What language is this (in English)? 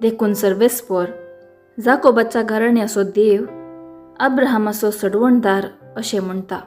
Konkani